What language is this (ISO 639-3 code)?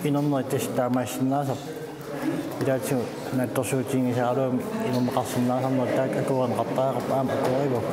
kal